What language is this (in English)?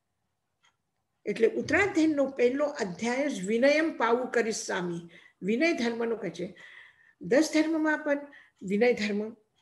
Gujarati